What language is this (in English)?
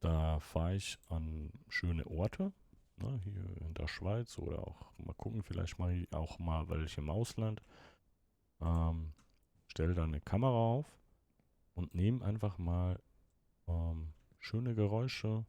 Swiss German